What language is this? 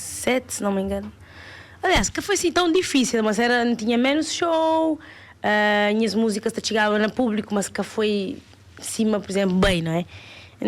Kabuverdianu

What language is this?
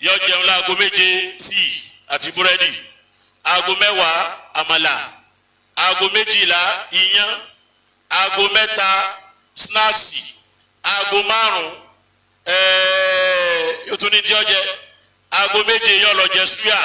Yoruba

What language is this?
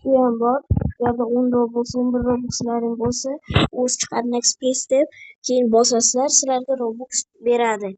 Uzbek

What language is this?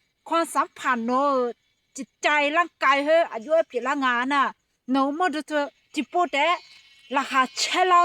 Akha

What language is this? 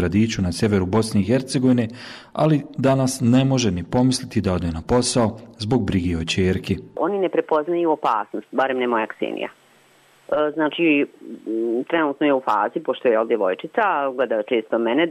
Bosnian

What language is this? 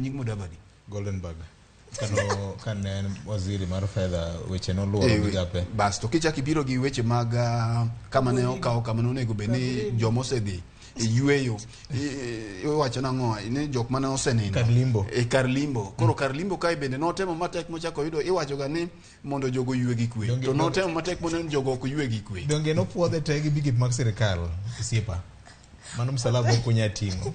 Luo (Kenya and Tanzania)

